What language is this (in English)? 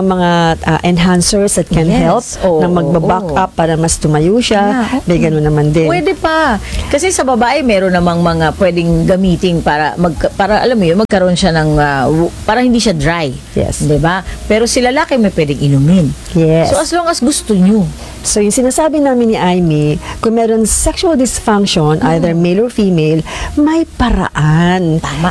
Filipino